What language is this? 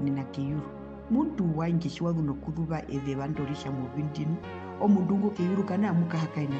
Herero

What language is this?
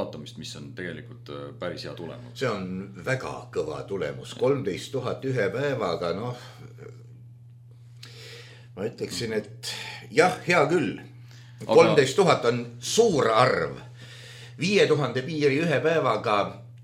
Estonian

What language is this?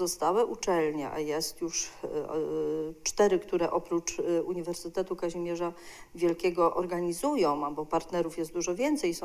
Polish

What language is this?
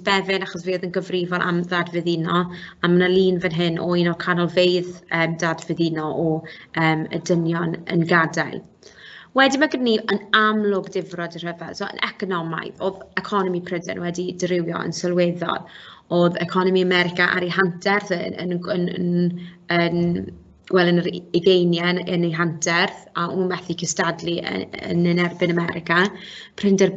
Welsh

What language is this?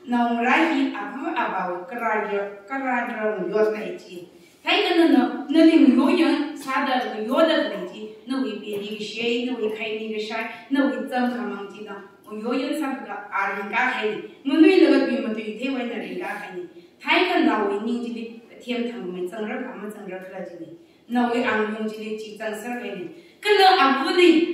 Tangkhul Naga (India)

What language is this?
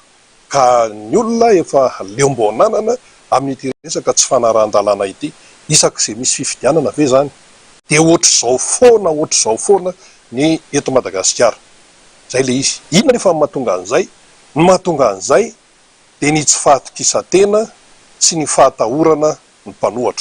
Malagasy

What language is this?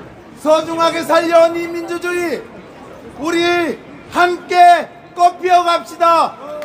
Korean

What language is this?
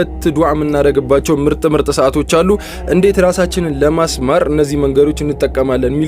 Amharic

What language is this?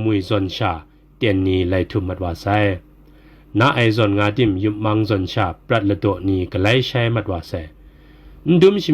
Kachin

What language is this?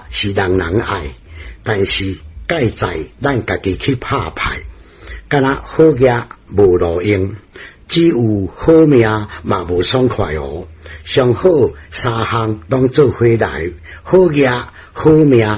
Min Nan Chinese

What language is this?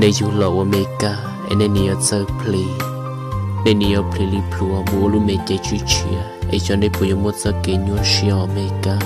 Hmong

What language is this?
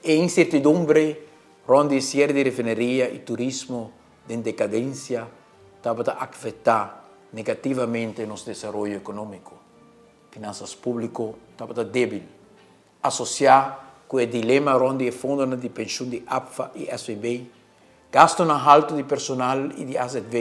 Papiamento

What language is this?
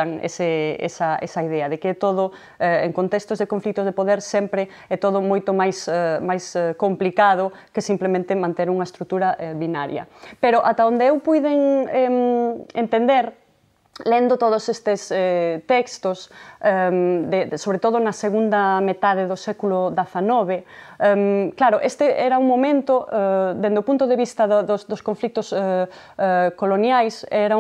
Galician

